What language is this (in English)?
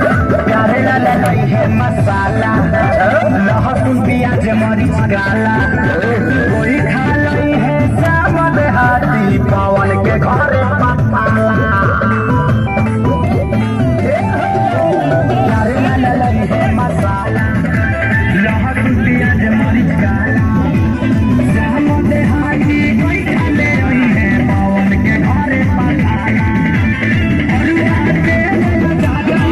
Bhojpuri